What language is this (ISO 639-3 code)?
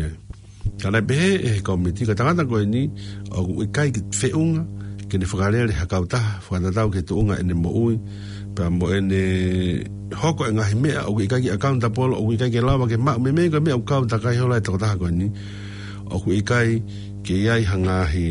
ton